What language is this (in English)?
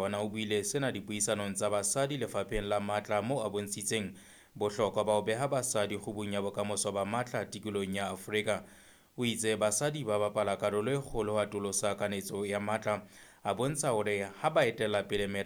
Southern Sotho